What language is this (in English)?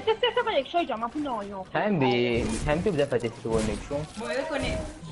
Morisyen